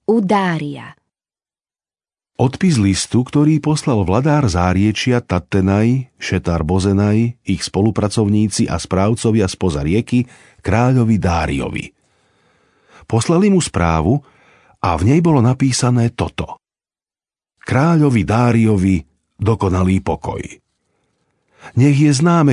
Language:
Slovak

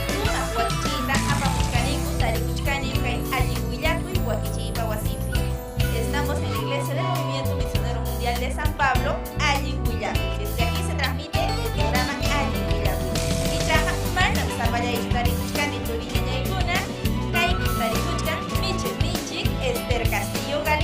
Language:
Ayacucho Quechua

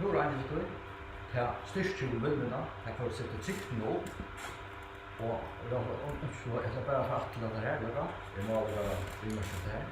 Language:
Faroese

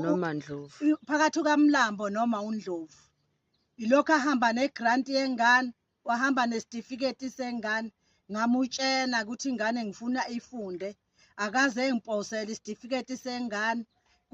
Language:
Zulu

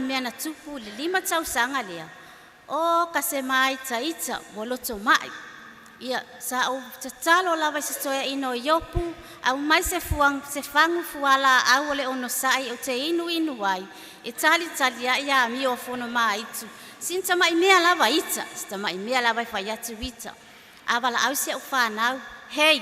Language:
Samoan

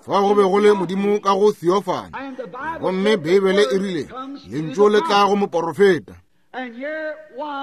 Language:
Northern Sotho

